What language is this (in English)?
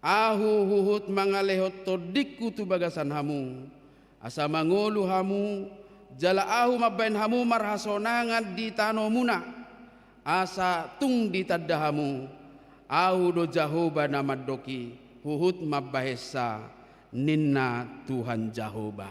Batak Toba